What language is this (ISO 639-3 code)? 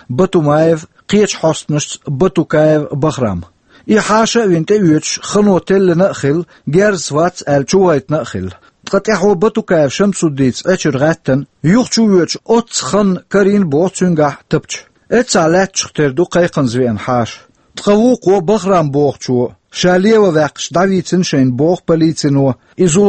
che